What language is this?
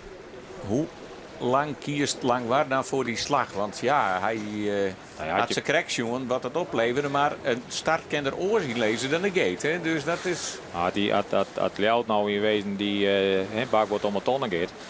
Western Frisian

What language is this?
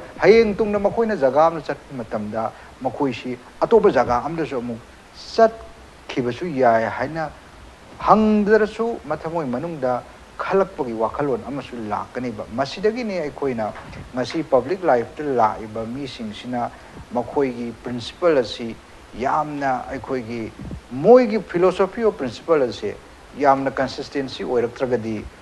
Manipuri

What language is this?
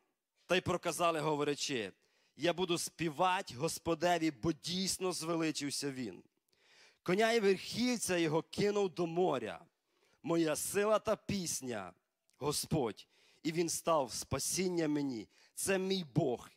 Ukrainian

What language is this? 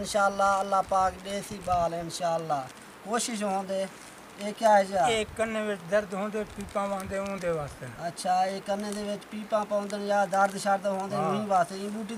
Saraiki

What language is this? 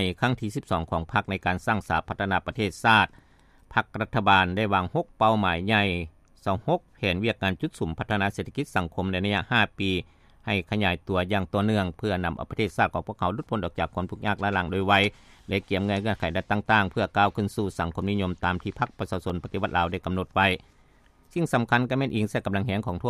Lao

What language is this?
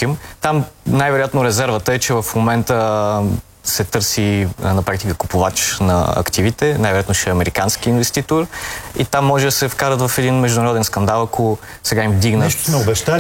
Bulgarian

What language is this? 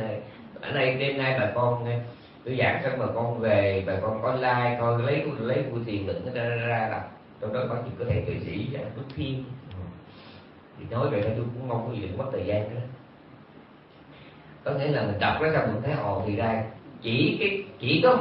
Vietnamese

